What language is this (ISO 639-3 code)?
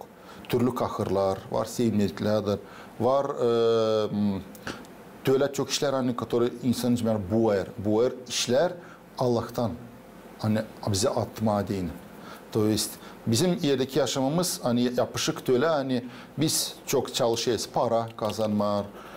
gag